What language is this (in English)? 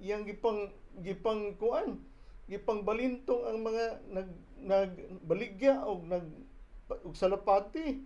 Cebuano